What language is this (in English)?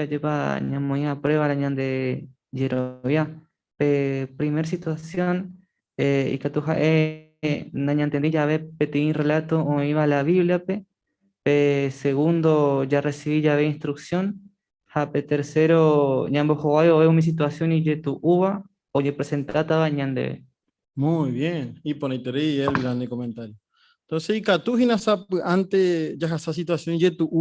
Guarani